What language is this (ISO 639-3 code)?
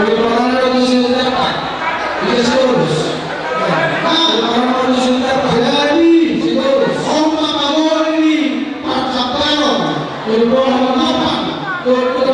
bbc